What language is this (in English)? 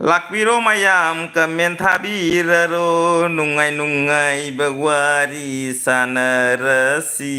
Manipuri